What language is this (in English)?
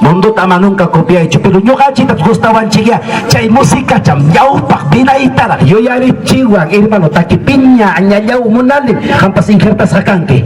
Ayacucho Quechua